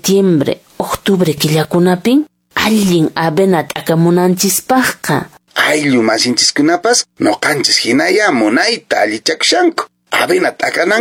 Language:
Quechua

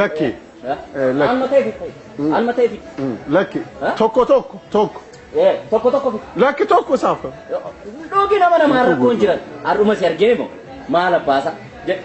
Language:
Oromo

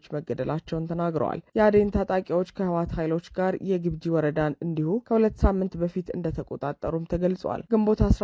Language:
Amharic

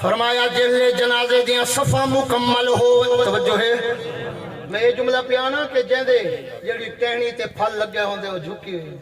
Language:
Saraiki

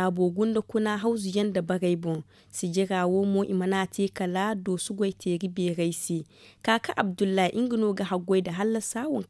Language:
Zarma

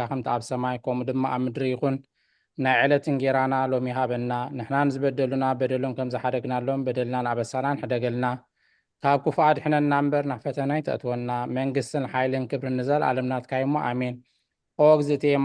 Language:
Tigrinya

